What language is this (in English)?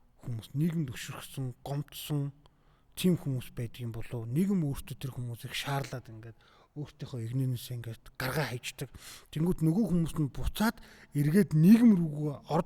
Mongolian